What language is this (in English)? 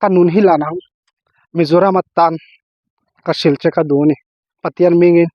Mizo